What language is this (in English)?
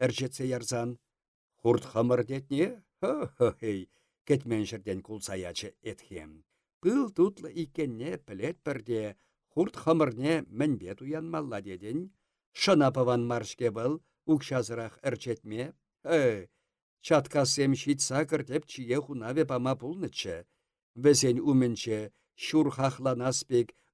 Chuvash